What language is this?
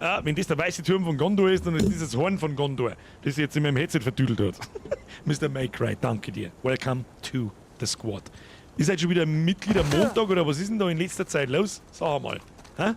Bavarian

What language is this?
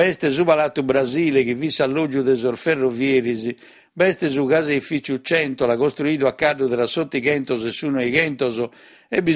Sardinian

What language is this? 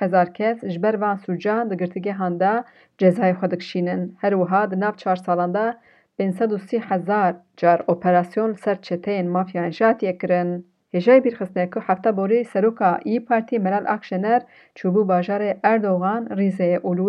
Kurdish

